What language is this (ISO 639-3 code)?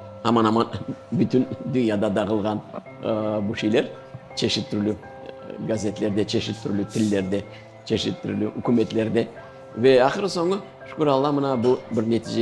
crh